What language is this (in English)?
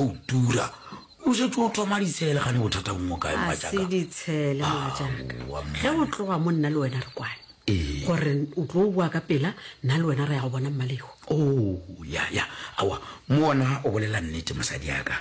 Northern Sotho